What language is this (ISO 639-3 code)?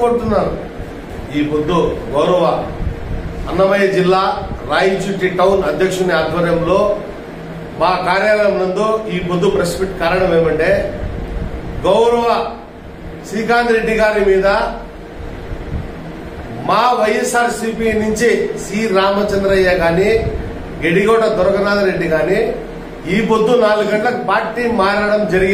tel